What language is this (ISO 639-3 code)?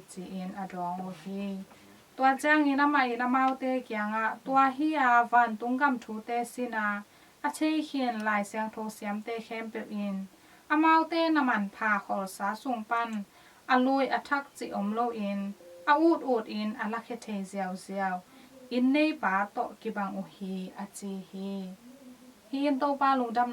ctd